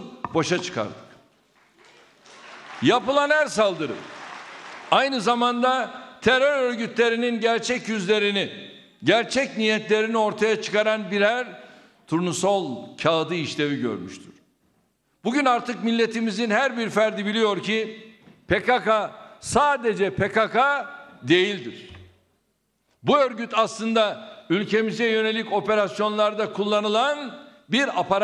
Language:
Turkish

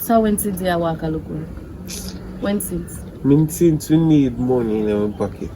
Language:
Jamaican Creole English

